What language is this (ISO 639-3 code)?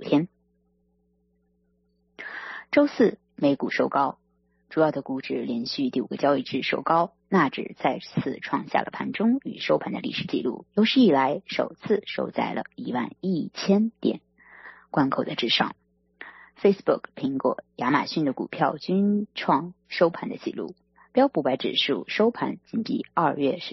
zho